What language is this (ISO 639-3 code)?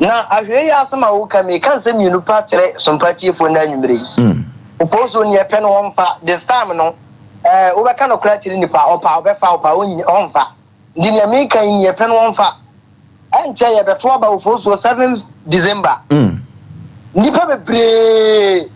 aka